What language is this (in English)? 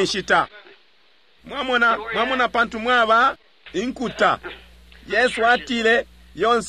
Bemba